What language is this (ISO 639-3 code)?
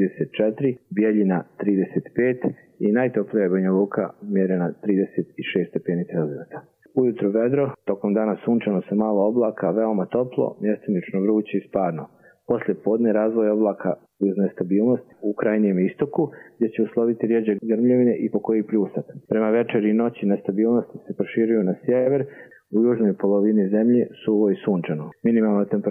hrv